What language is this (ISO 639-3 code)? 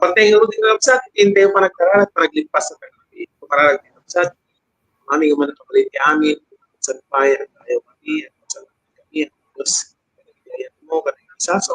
ilo